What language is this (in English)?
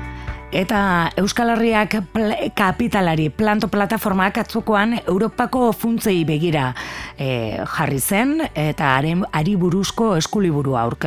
Basque